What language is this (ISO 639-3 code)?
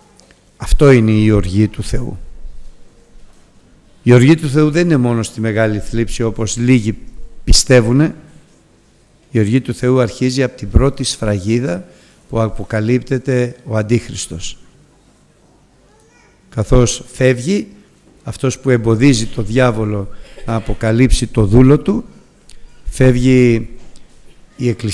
ell